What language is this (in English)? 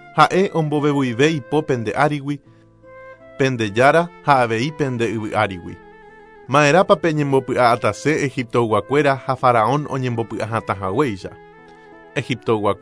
Guarani